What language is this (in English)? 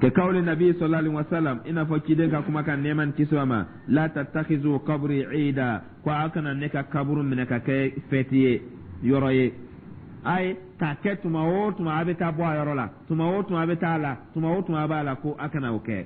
Dyula